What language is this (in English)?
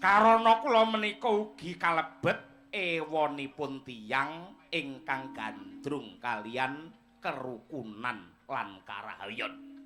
Javanese